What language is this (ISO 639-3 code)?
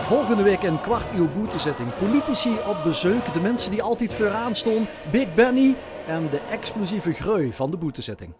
lim